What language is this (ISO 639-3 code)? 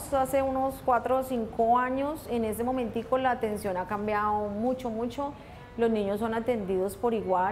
spa